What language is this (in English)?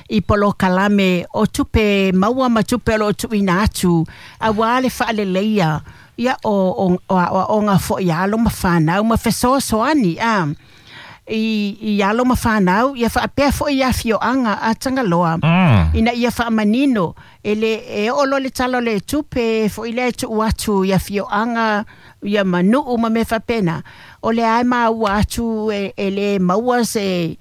Samoan